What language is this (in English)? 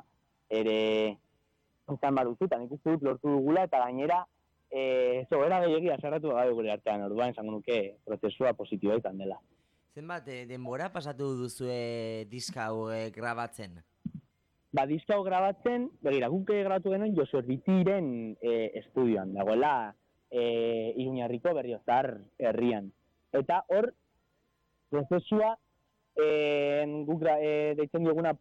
Basque